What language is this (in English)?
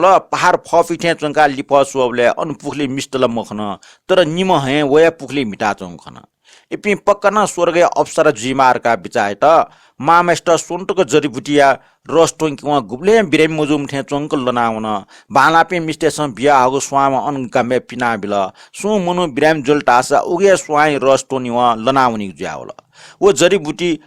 Newari